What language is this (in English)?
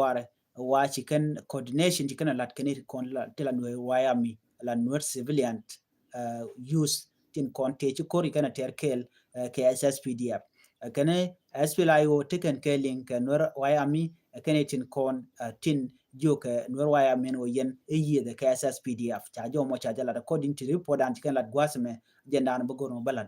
Nuer